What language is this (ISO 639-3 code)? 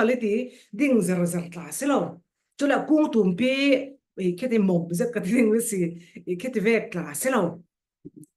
cfm